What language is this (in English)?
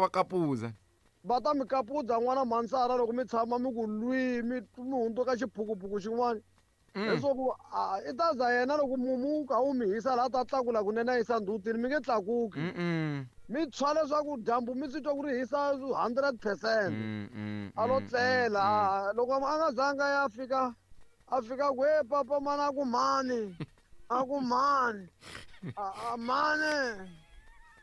Tsonga